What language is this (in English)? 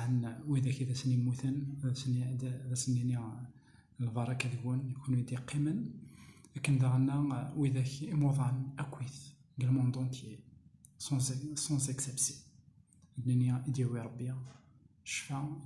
Kabyle